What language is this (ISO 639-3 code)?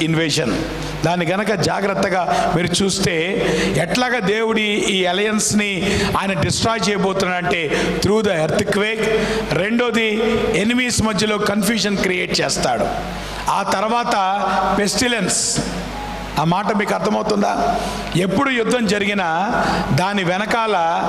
tel